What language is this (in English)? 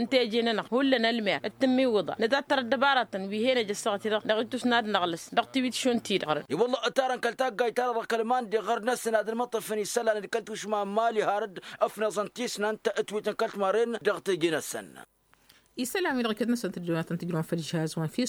Tamasheq